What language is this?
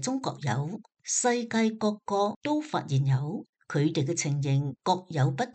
Cantonese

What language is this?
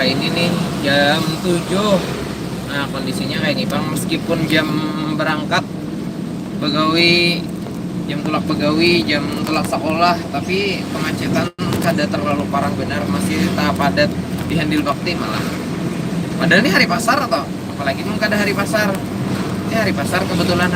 Banjar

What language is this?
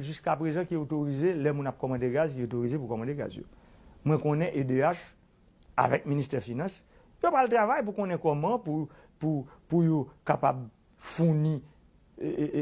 Haitian Creole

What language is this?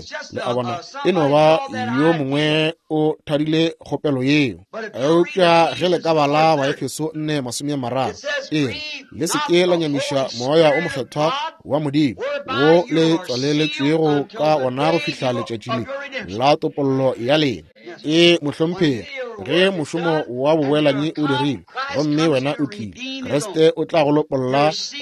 Northern Sotho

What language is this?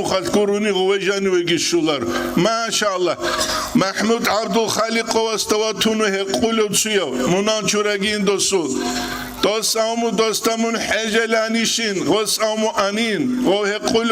Avaric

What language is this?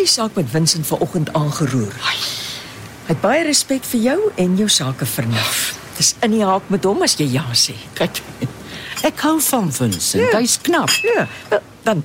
Afrikaans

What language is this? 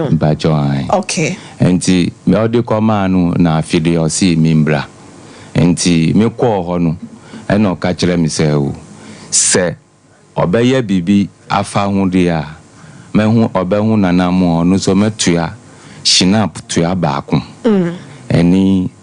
Akan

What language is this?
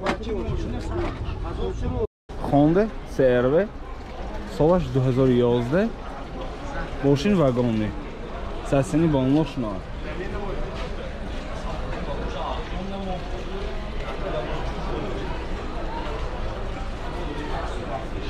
Tajik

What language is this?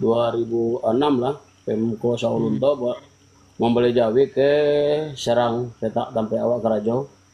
Minangkabau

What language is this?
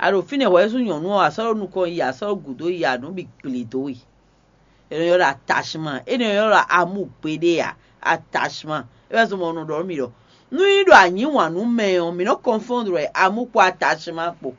Fon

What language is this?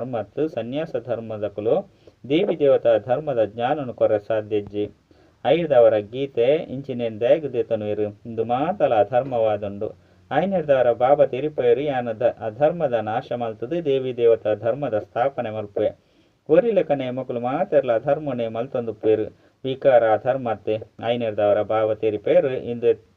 Tulu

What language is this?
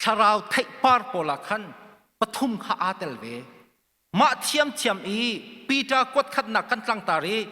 Hakha Chin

